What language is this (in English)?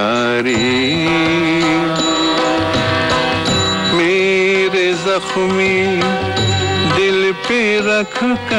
Bangla